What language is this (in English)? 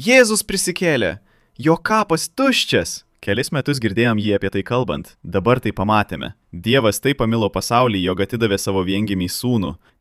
Lithuanian